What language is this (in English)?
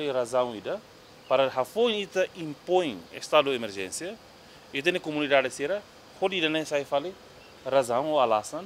Tetum